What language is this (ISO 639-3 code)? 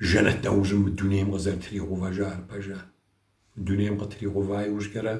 kbd